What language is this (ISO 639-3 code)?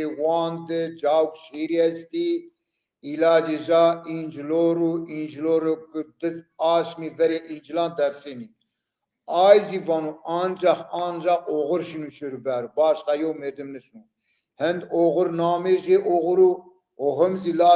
zza